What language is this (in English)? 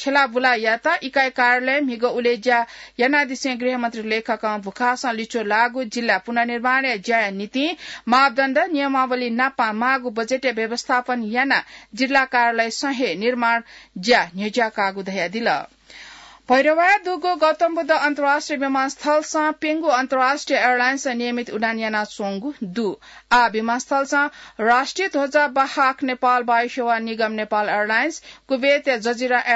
Newari